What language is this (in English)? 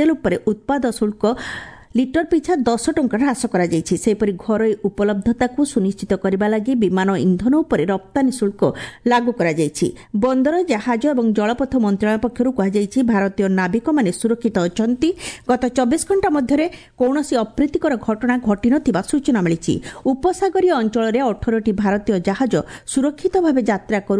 Odia